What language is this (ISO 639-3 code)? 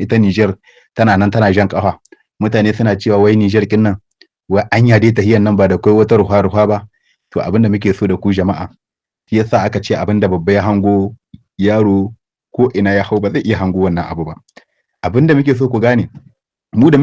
hau